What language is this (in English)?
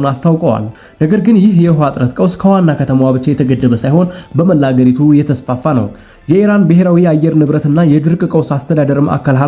Amharic